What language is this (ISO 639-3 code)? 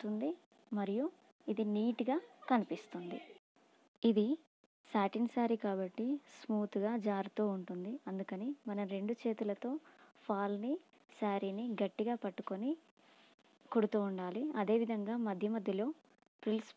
tel